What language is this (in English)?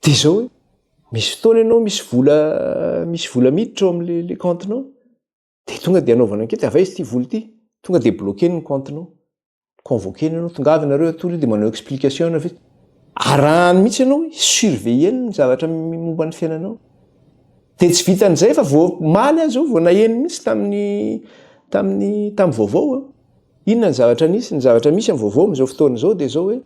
Malagasy